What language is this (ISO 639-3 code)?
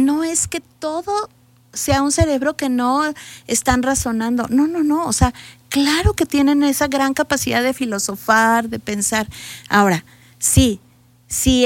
spa